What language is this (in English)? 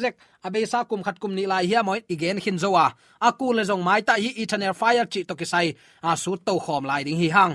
Tedim Chin